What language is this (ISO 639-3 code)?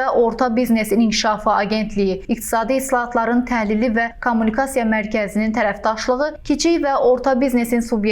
aze